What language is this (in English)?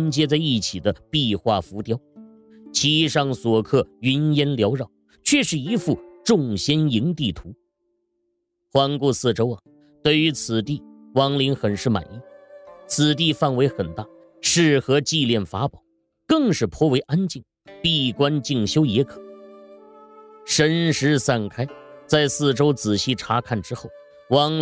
Chinese